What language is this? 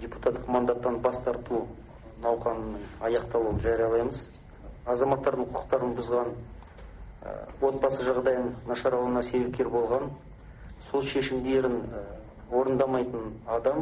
Kazakh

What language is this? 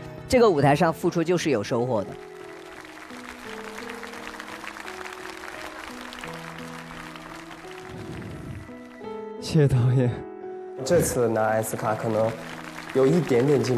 Chinese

